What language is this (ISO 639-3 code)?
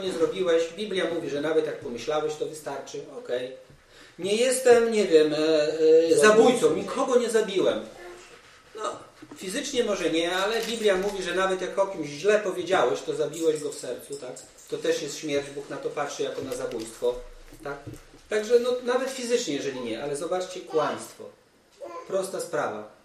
pol